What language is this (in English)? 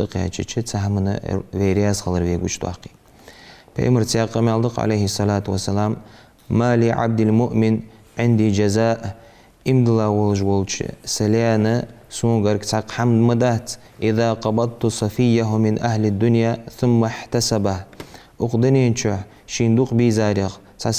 Ingush